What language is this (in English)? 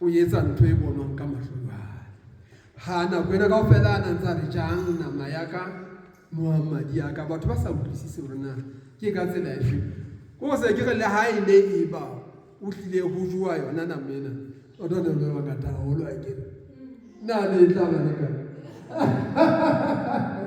Southern Sotho